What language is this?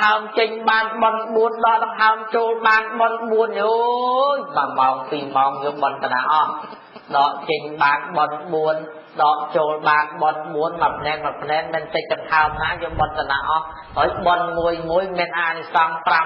Khmer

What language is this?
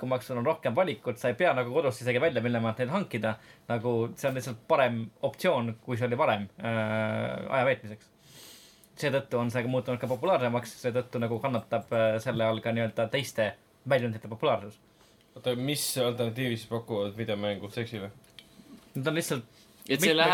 Estonian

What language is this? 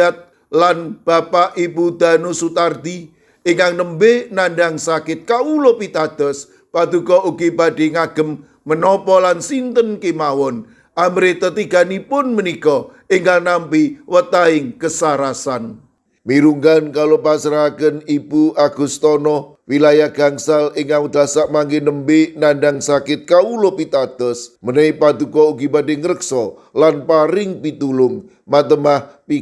Javanese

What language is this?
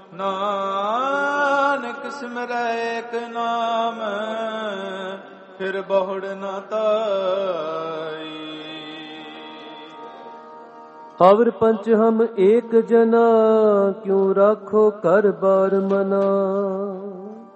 Punjabi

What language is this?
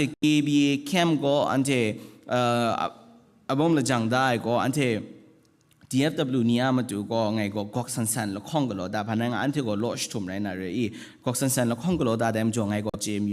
Kachin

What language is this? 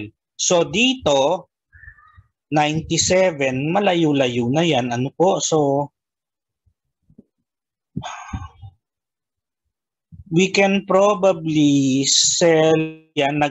Filipino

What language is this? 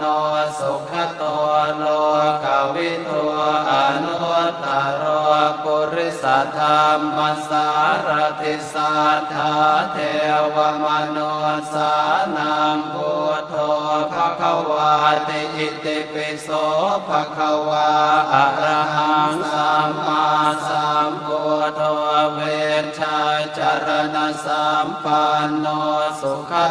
Pali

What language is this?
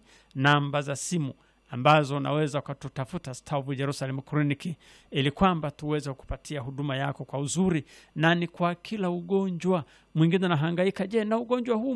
Swahili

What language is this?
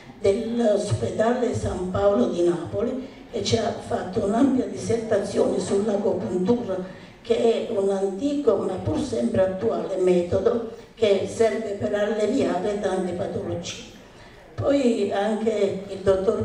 Italian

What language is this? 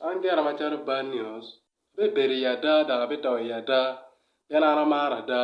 Acoli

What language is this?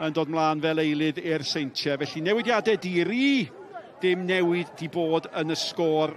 Welsh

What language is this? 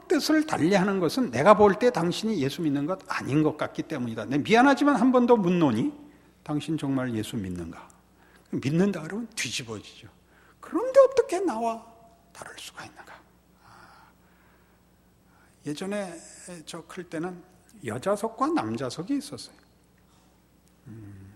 Korean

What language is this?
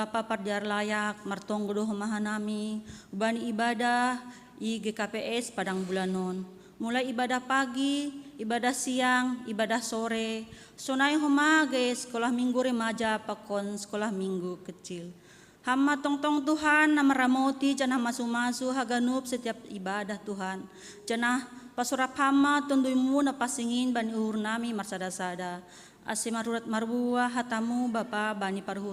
Batak Simalungun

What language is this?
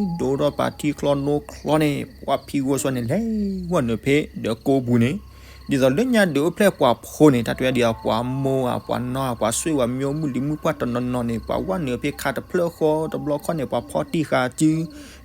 S'gaw Karen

